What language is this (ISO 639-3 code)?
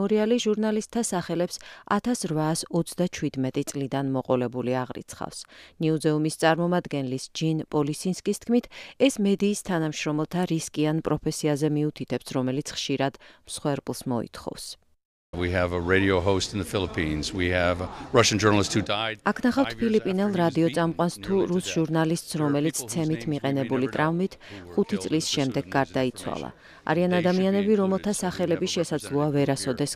kat